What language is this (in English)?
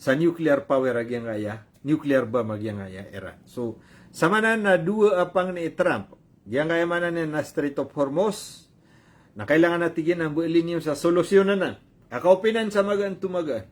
Maranao